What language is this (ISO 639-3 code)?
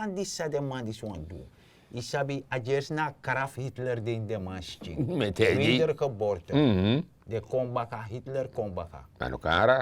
srn